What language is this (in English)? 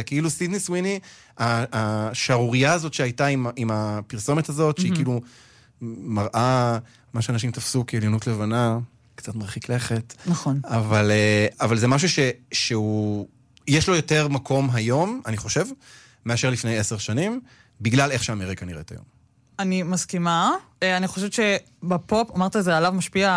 Hebrew